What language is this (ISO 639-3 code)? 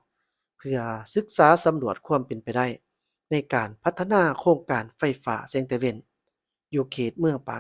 lao